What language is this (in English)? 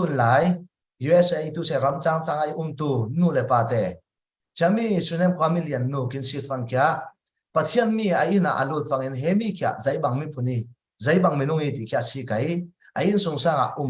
Falam Chin